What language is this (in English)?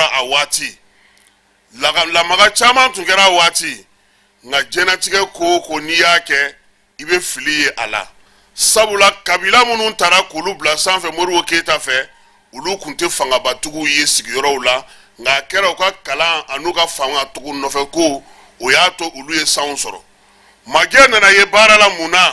Bambara